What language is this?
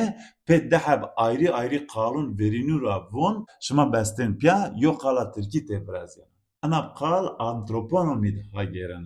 Zaza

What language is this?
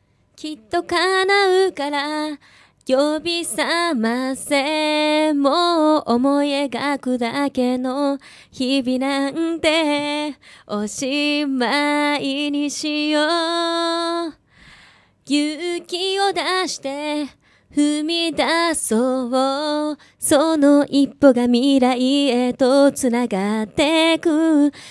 Japanese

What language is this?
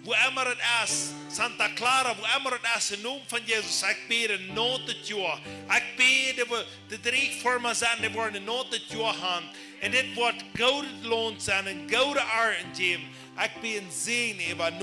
Plautdietsch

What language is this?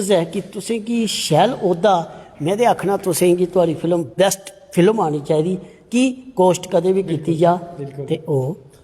Dogri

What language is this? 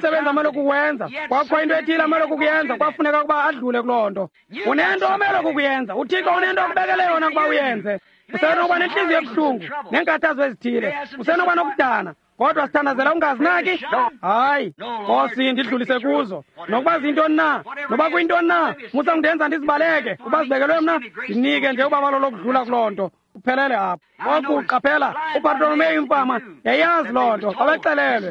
Xhosa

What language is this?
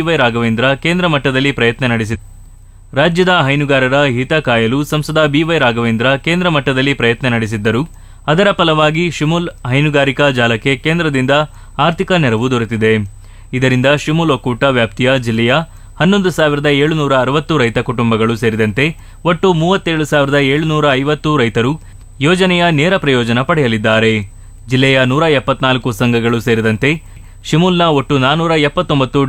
Kannada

